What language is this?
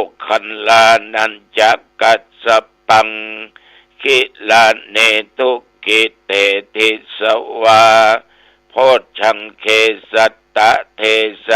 Pali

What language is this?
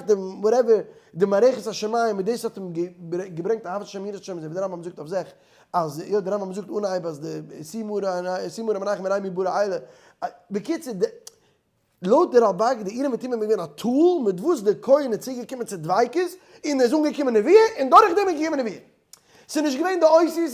Yiddish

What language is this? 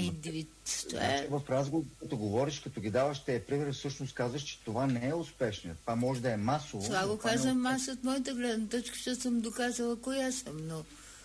Bulgarian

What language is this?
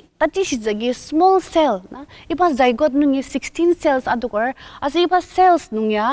Ao Naga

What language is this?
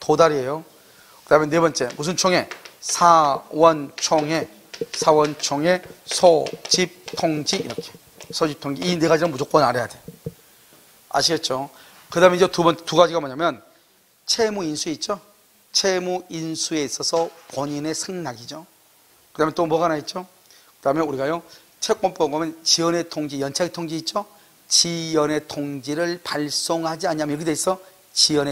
Korean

